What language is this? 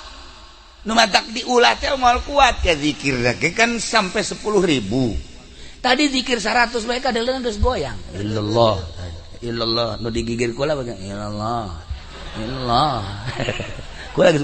Sundanese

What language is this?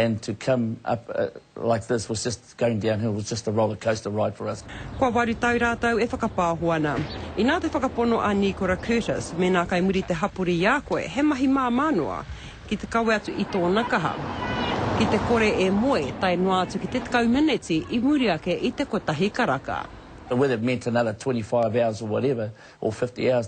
Māori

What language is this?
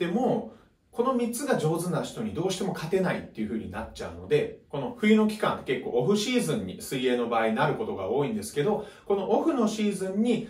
Japanese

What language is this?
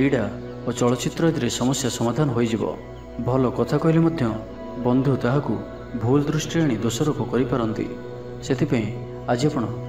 Odia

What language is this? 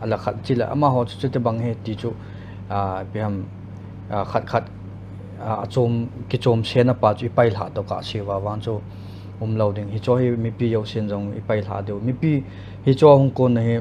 Paite Chin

